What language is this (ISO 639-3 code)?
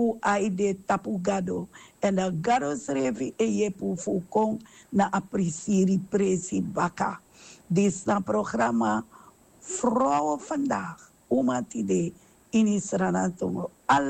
srn